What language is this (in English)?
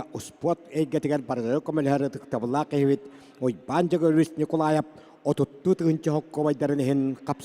Yakut